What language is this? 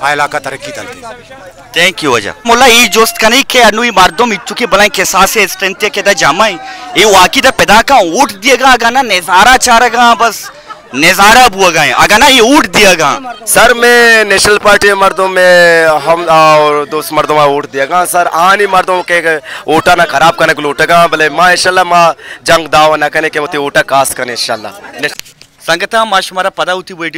Baluchi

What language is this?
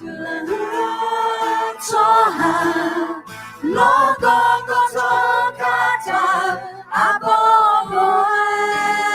Akha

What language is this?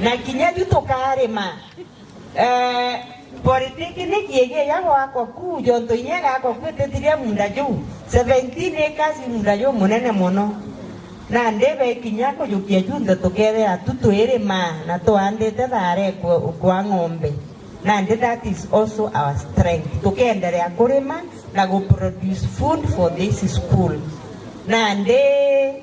Meru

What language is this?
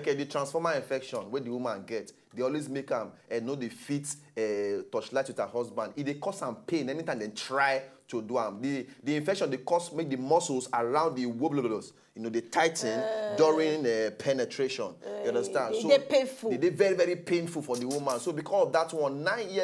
Nigerian Pidgin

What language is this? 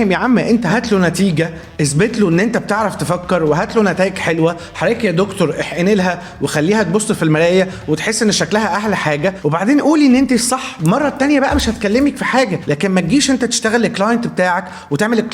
Egyptian Arabic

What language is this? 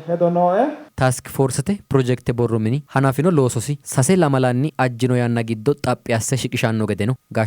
Sidamo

